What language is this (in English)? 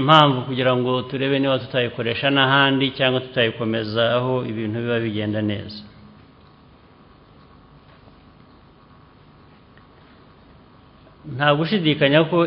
Kinyarwanda